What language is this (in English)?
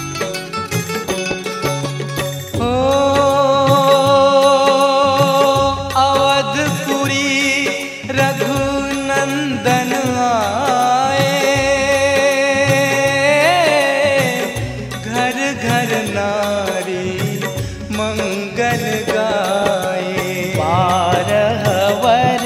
Hindi